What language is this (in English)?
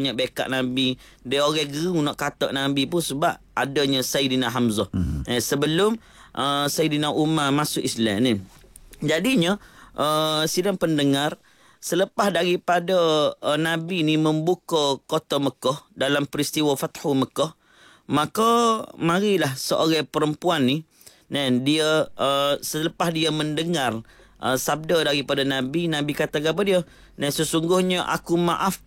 Malay